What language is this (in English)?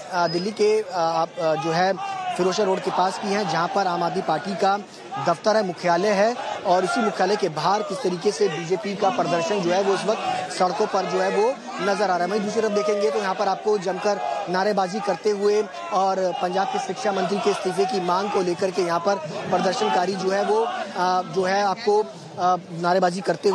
Hindi